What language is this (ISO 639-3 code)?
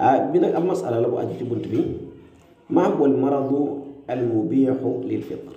wol